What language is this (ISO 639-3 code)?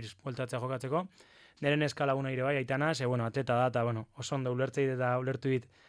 eus